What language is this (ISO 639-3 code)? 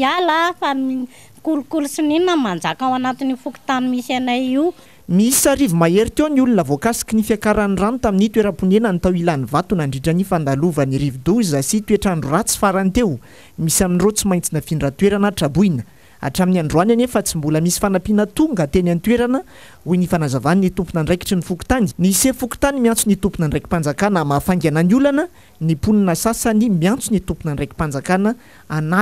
mlg